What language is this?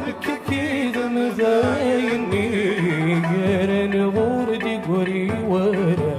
Kabyle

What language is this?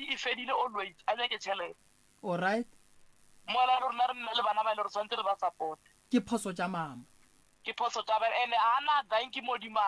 Northern Sotho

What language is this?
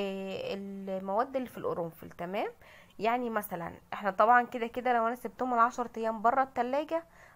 Egyptian Arabic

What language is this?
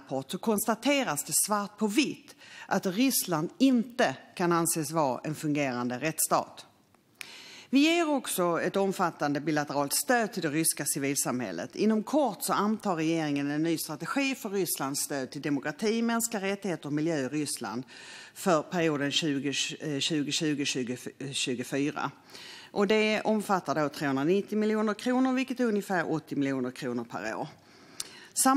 Swedish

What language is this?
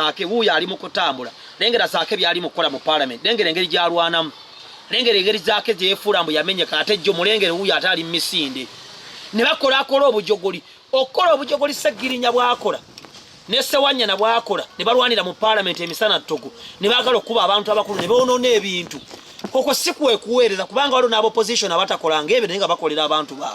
Ganda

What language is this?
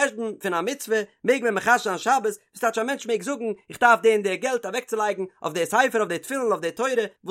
Yiddish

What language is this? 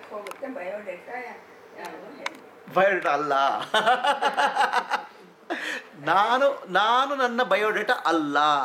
Kannada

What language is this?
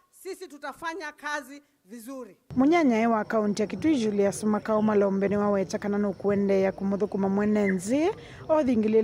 Kamba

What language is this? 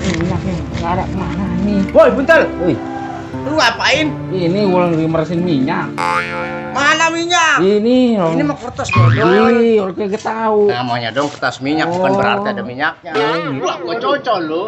Betawi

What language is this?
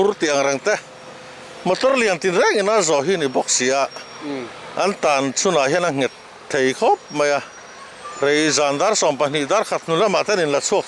Mizo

